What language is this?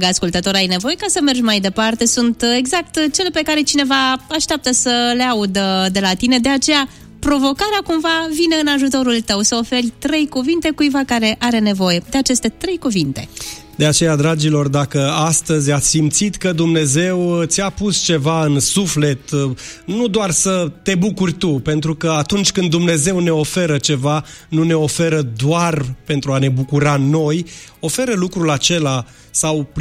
Romanian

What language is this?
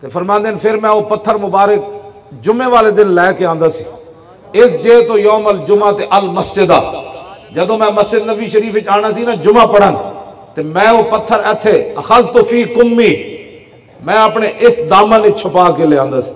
Western Panjabi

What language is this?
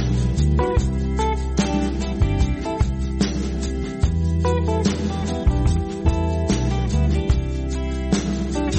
Persian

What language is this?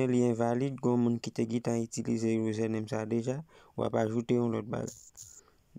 Haitian Creole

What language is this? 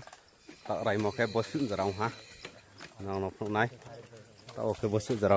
Riang (India)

